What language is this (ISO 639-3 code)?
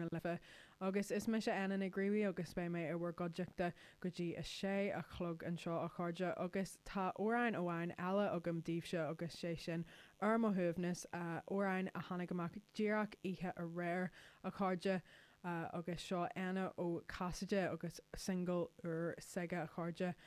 gle